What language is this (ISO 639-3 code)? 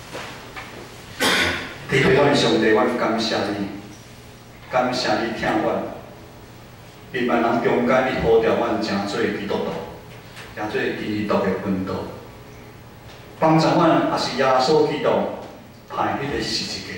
nan